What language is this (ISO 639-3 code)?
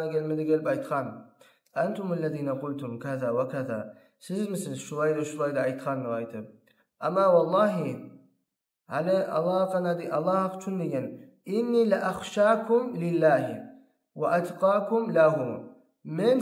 kum